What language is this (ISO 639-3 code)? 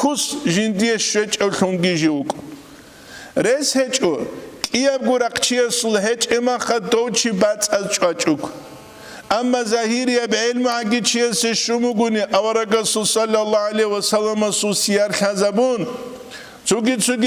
ava